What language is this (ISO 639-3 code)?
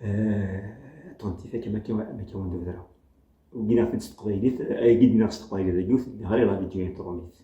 kab